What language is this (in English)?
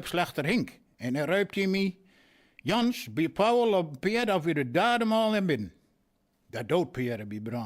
Westphalien